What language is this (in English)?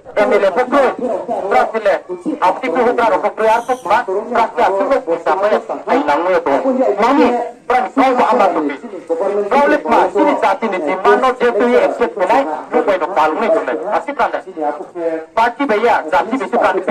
Riang (India)